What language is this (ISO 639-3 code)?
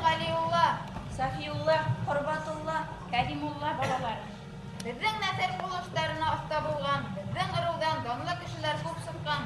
bak